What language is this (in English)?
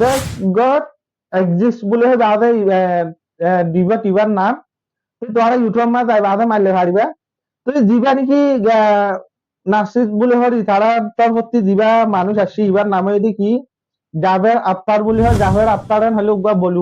Rohingya